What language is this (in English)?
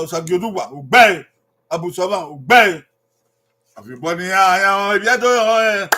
Bini